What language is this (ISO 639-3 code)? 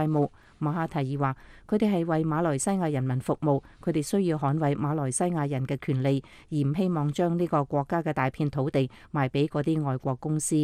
yue